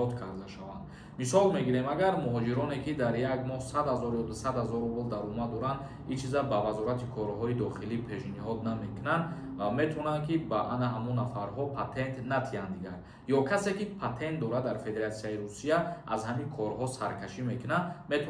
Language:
Tajik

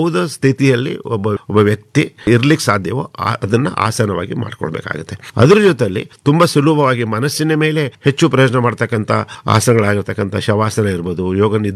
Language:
Kannada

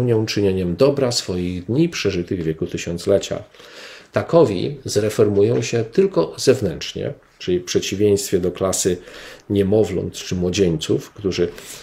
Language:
Polish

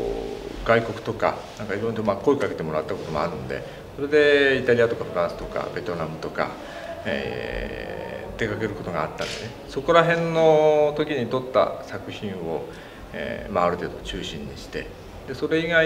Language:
Japanese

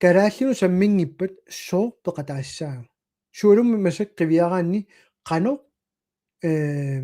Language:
Kalaallisut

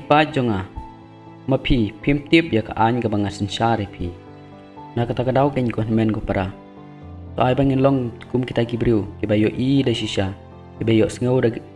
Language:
Khasi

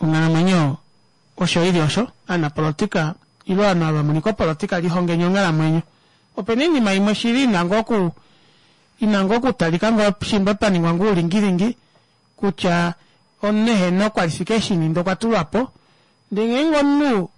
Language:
Kuanyama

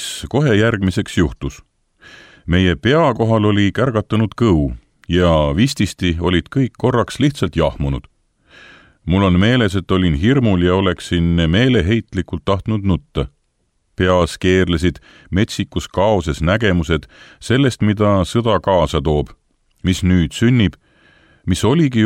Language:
Estonian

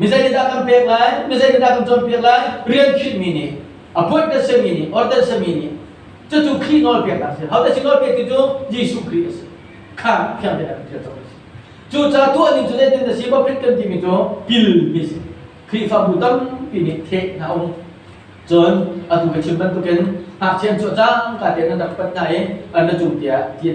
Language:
Hakha Chin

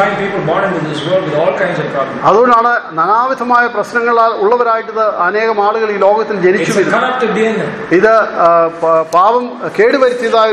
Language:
Malayalam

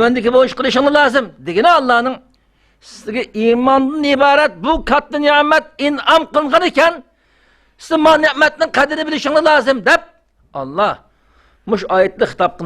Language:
Uyghur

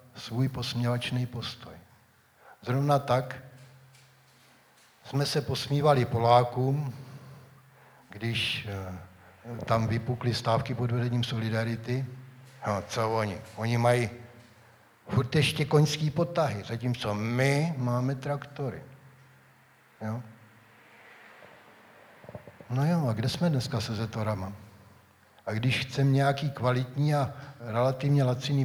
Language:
Czech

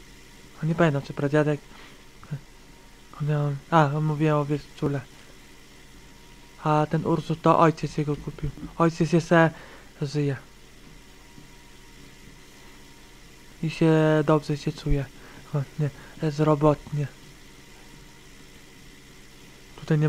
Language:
Polish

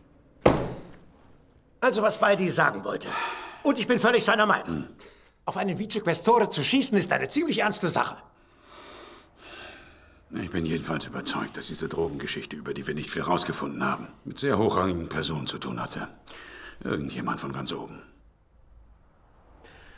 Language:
German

